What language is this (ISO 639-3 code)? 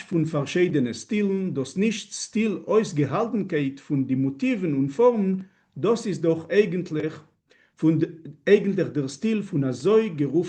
yid